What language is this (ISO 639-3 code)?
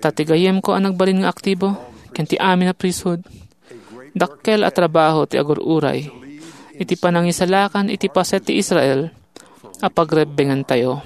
ilo